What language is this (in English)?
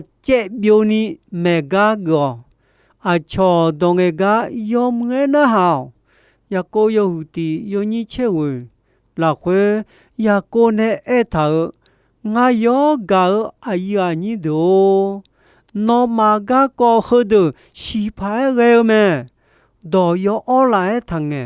Akha